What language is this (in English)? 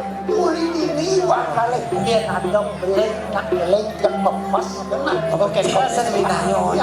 Balinese